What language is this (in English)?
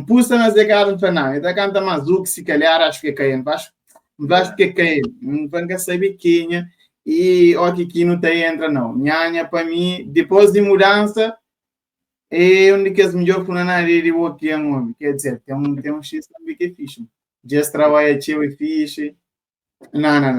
Kabuverdianu